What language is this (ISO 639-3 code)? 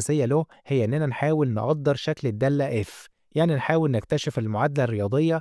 arz